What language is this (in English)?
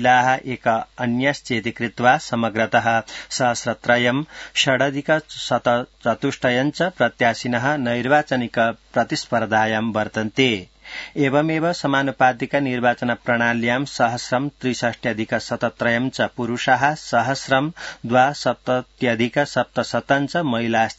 Sanskrit